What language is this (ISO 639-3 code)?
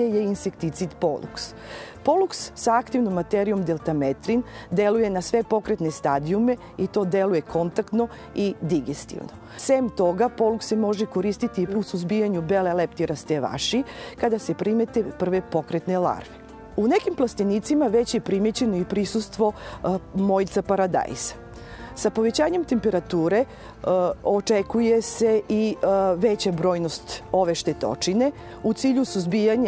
srp